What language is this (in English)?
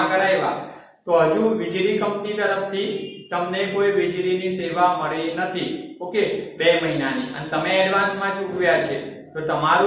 Gujarati